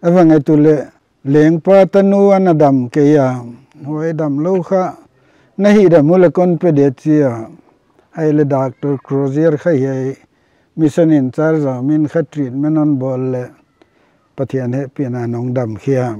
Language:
Paite Chin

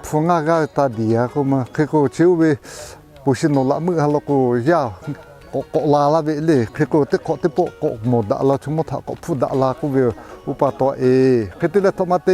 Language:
Lahu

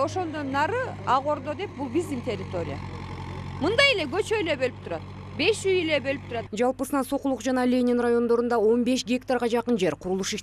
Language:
Kyrgyz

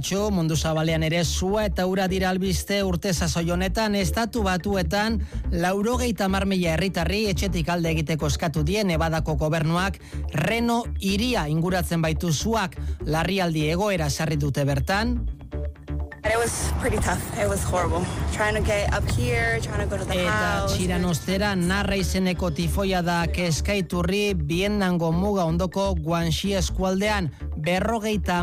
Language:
Basque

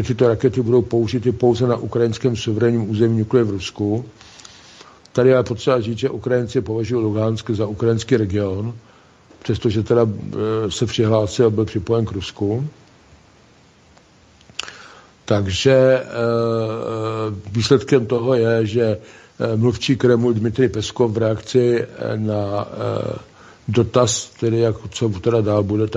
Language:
Czech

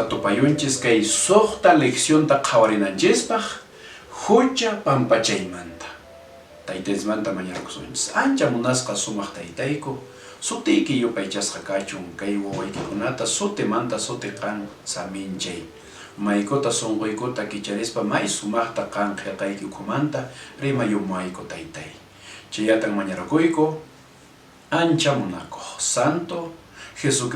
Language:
Quechua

